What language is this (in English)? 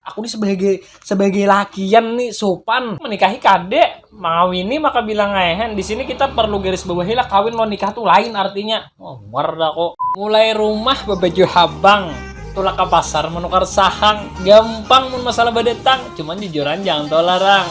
Banjar